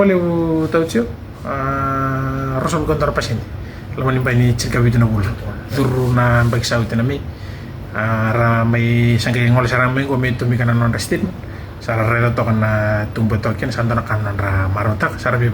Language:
Fijian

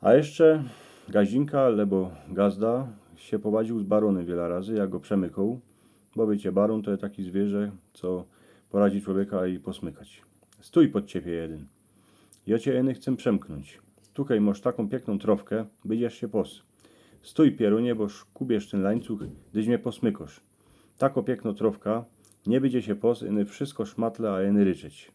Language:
Silesian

